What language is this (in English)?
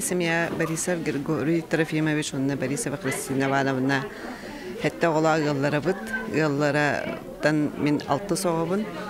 Yakut